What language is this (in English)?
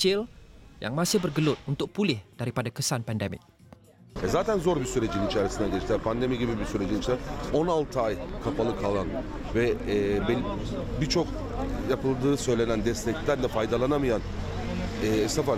Malay